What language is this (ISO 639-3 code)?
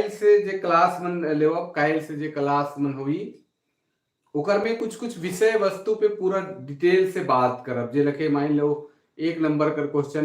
sck